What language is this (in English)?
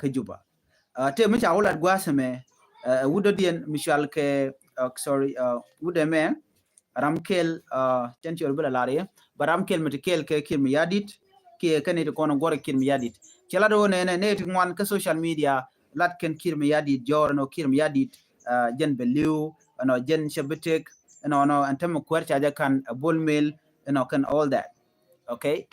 Nuer